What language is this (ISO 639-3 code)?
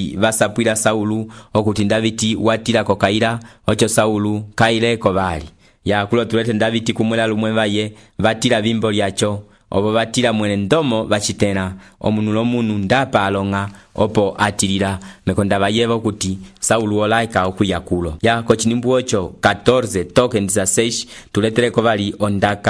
umb